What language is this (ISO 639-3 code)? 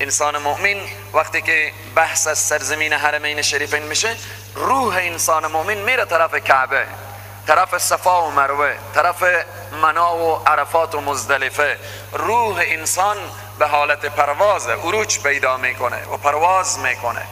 fas